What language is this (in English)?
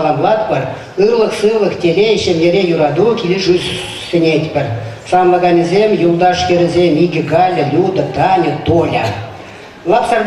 Chuvash